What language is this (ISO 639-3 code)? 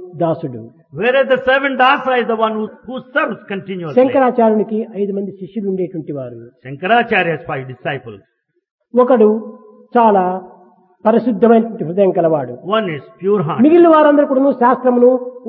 tel